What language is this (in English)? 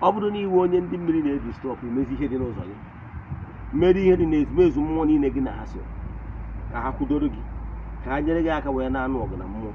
Igbo